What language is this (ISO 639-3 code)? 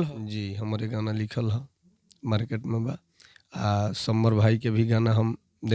bho